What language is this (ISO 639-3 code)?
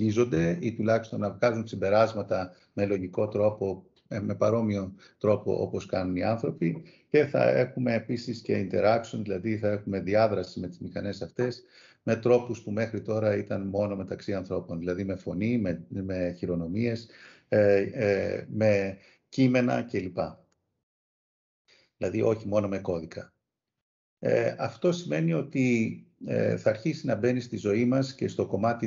ell